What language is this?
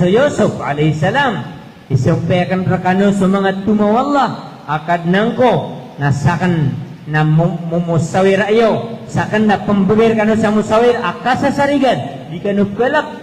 Maranao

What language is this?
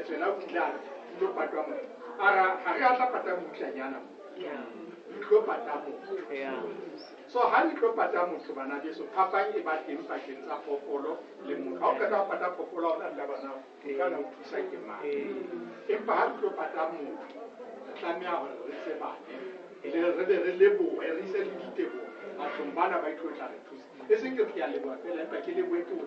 Southern Sotho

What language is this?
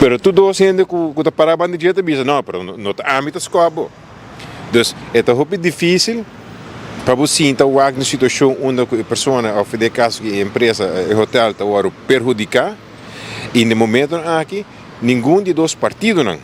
Papiamento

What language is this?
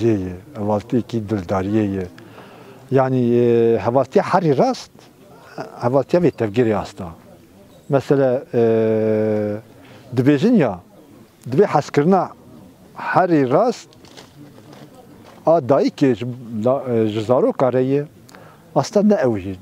Kurdish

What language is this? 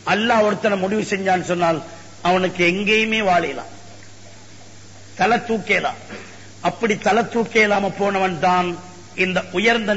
Tamil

